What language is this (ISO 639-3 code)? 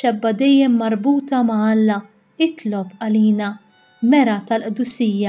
mlt